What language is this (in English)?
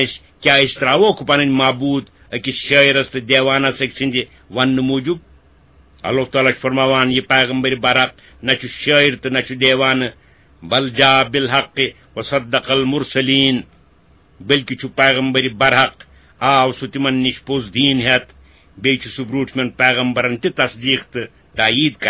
Kashmiri